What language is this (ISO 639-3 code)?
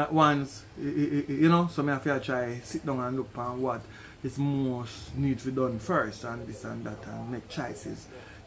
jam